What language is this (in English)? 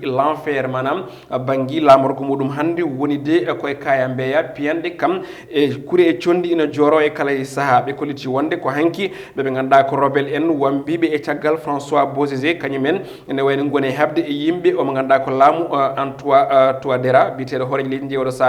Fula